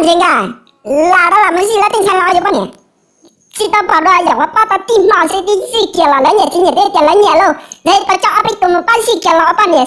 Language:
Hmong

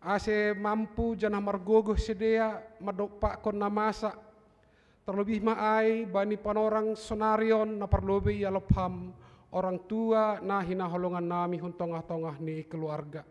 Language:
Batak Simalungun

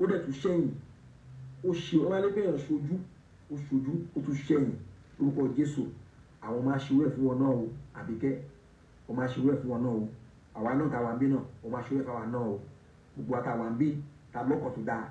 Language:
Yoruba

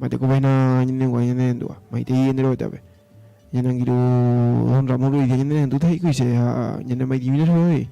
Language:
Guarani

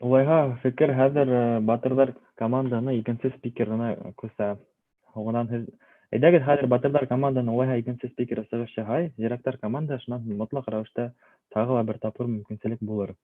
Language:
Bashkir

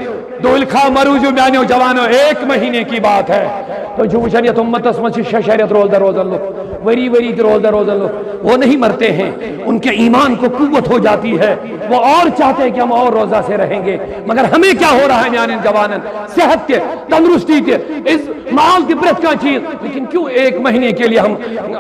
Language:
Kashmiri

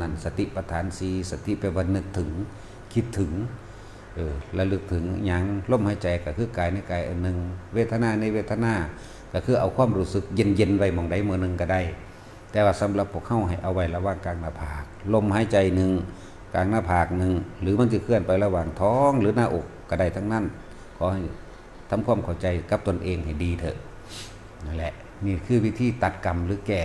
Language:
Northeastern Thai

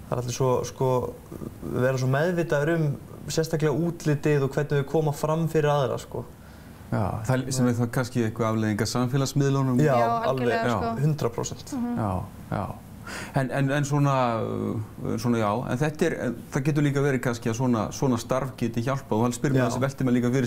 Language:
Icelandic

